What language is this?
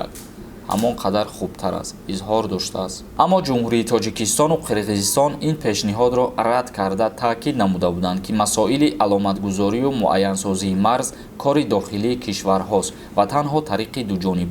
Tajik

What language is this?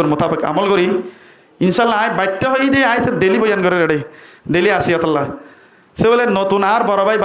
Rohingya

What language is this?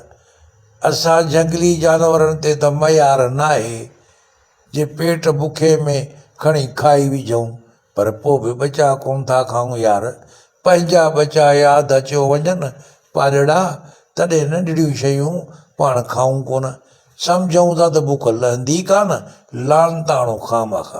Sindhi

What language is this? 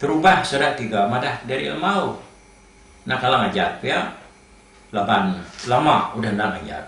Iban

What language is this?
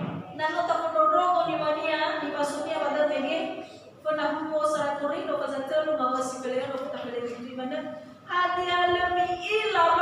Nias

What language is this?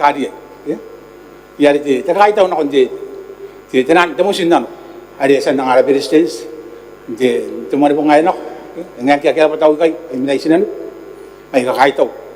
Gilbertese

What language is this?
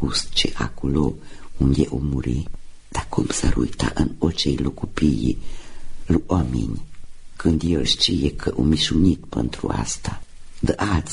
Romanian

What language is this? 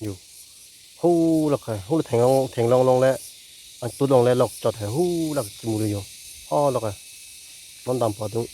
Karbi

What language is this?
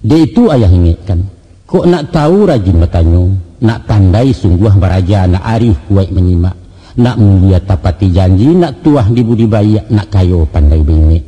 Minangkabau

